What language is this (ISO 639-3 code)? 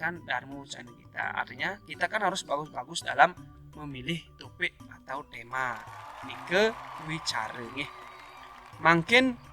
ban